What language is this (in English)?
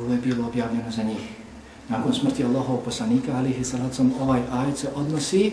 Bosnian